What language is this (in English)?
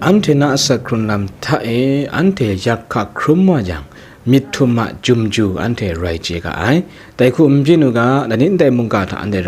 Kachin